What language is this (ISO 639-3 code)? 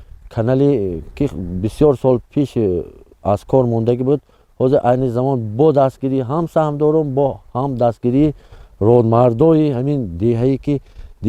tgk